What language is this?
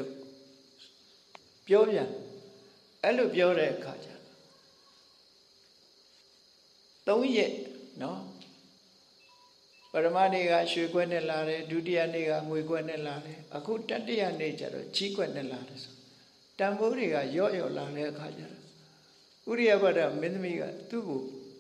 Burmese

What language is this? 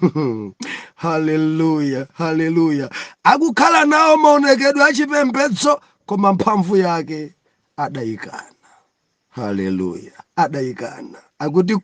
Nyanja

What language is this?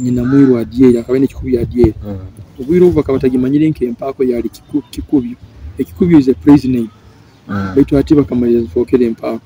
Nyoro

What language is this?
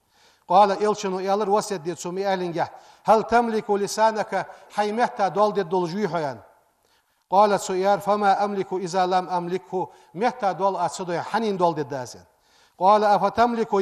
Ingush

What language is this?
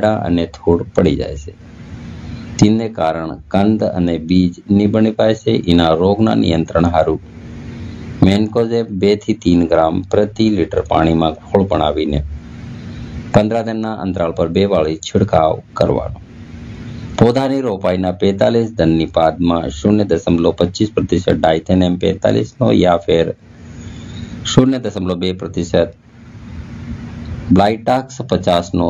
Gujarati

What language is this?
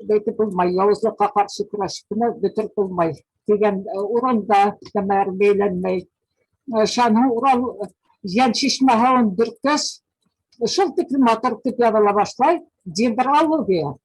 Bashkir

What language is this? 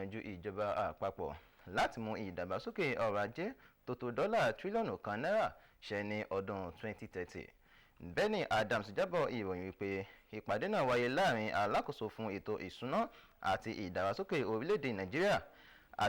Yoruba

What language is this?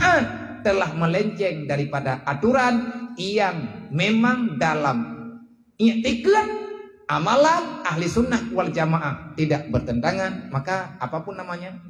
Achinese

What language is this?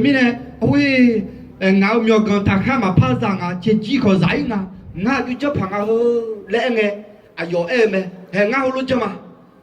Akha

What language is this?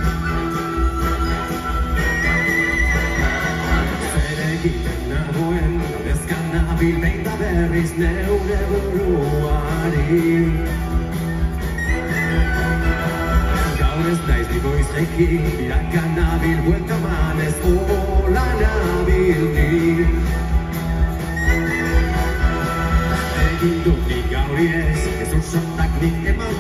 Basque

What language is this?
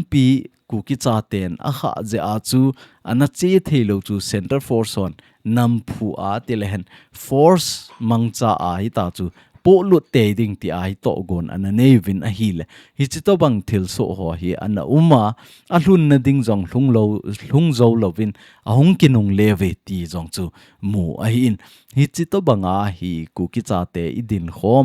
Thado Chin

